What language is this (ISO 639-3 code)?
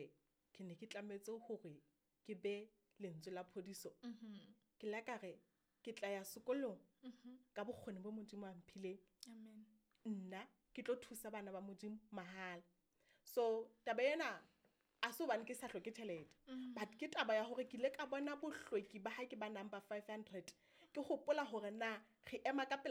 sot